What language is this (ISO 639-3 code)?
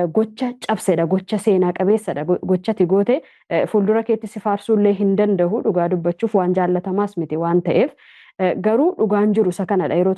orm